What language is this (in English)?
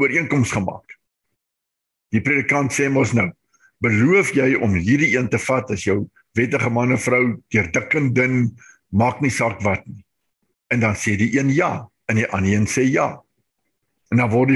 Afrikaans